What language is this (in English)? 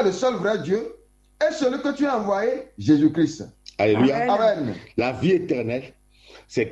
French